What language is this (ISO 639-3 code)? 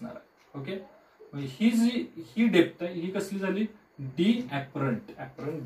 mar